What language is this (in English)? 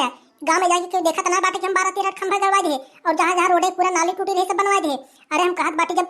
Awadhi